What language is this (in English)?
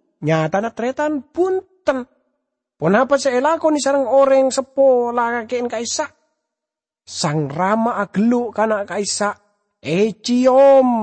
Madurese